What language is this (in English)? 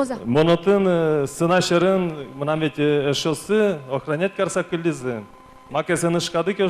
Udmurt